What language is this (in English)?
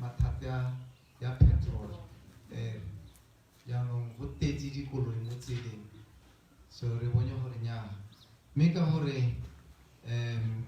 Tswana